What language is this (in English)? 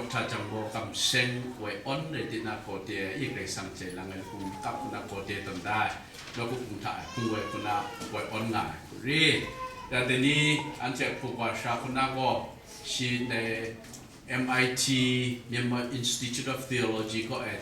Kachin